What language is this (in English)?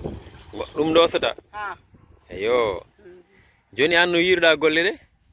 Fula